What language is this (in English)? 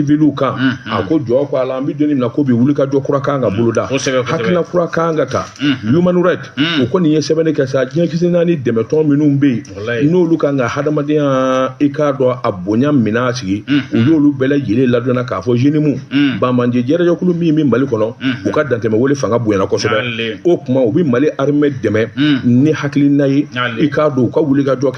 Bambara